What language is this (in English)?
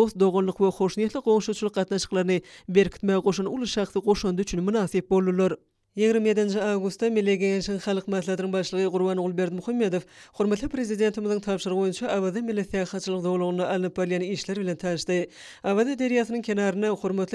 Turkmen